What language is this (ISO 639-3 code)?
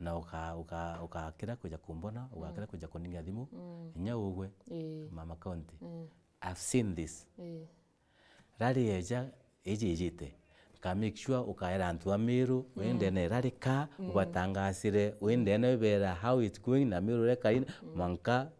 mer